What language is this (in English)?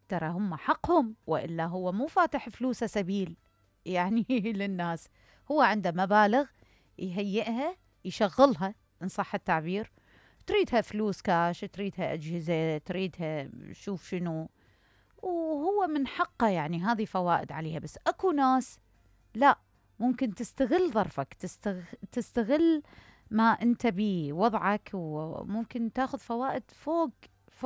Mesopotamian Arabic